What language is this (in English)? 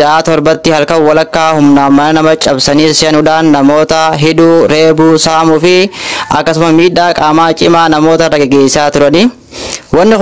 Oromo